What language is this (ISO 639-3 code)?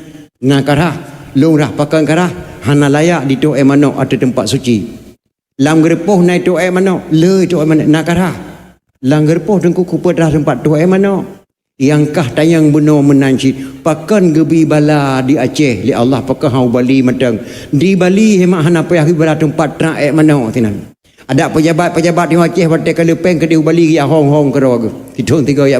ace